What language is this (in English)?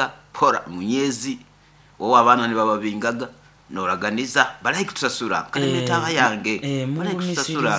Nyoro